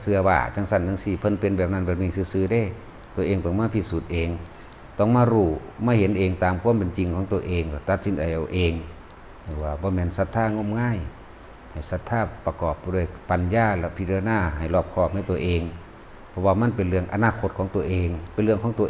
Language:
Lao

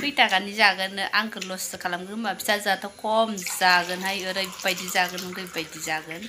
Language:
Bodo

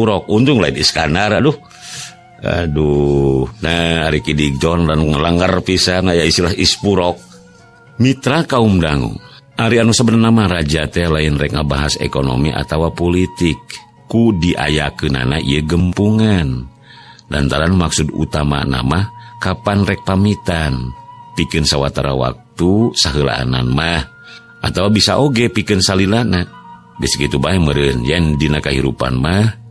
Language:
Sundanese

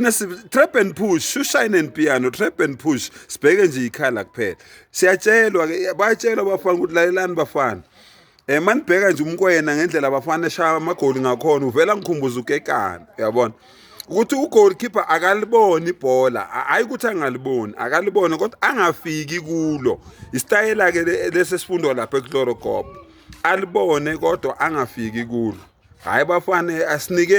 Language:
Zulu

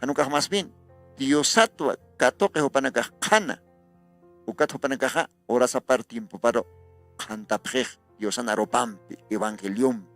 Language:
Aymara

